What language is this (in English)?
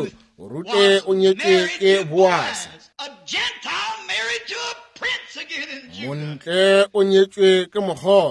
Northern Sotho